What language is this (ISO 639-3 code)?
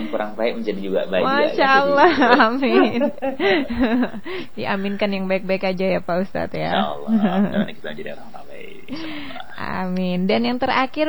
ind